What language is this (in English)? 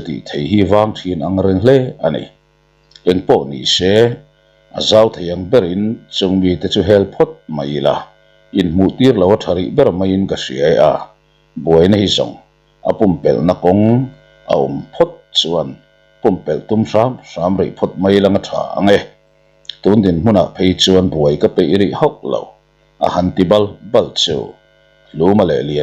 Mizo